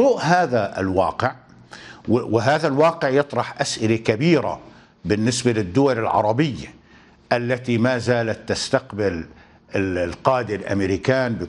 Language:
Arabic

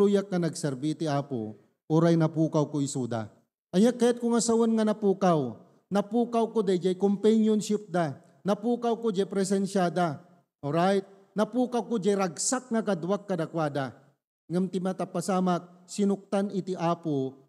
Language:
Iloko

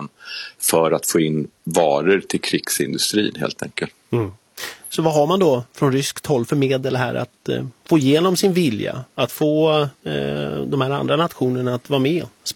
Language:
Swedish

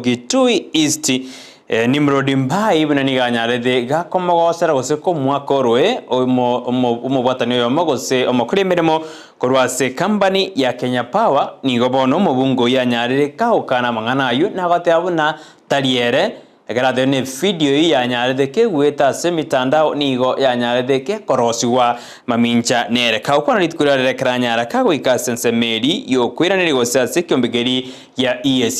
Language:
Gusii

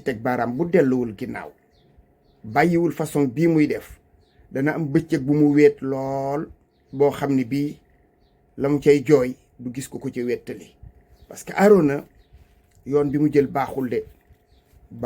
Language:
Wolof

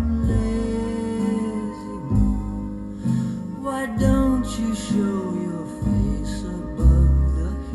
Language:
Welsh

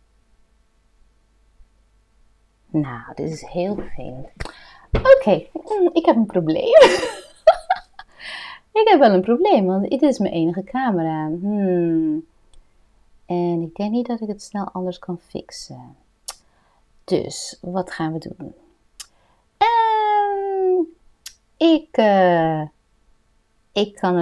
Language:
Dutch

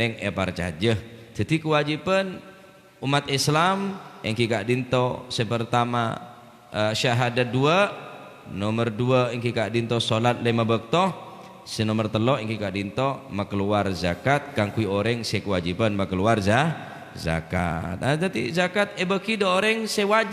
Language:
Madurese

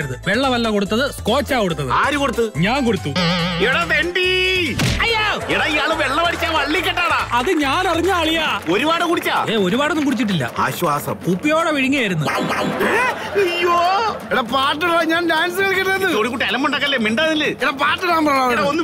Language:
Malayalam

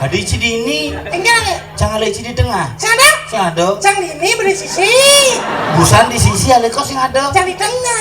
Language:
Balinese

